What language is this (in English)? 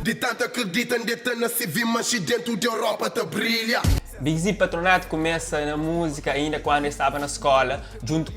Kabuverdianu